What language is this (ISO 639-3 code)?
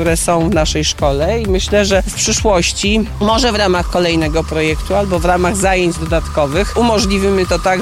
pol